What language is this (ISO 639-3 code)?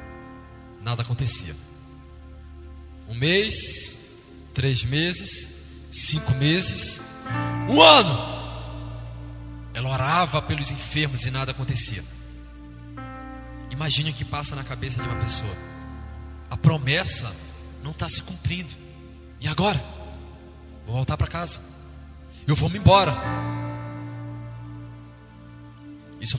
por